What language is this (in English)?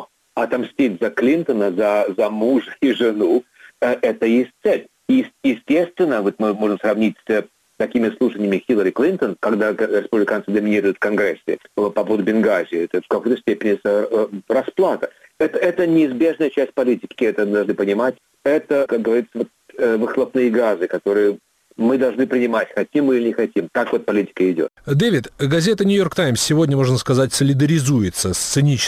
Russian